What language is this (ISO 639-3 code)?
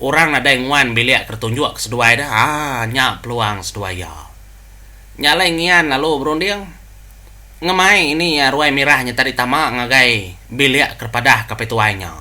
iba